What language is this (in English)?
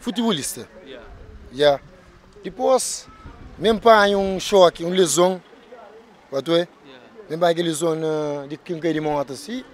Kabuverdianu